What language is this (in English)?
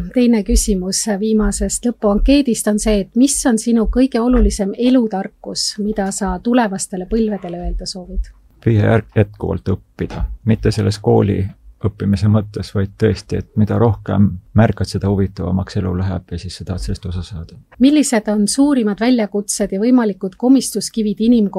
Estonian